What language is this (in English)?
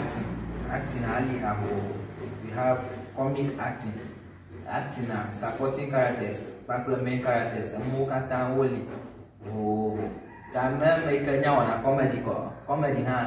Ewe